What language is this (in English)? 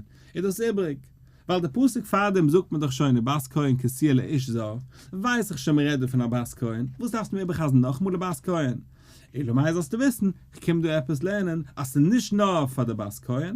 Yiddish